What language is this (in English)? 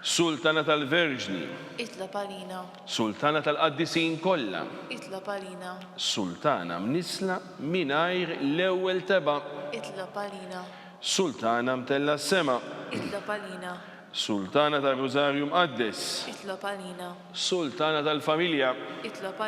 Maltese